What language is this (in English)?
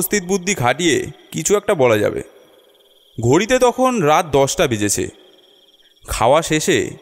Bangla